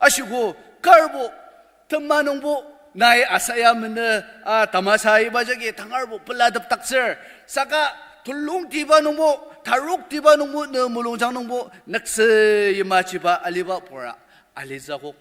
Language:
Ao Naga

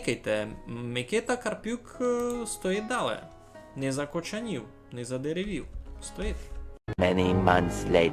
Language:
Rusyn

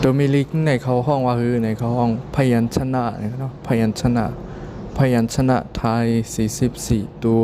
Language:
Shan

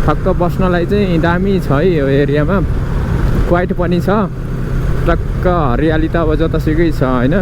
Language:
Nepali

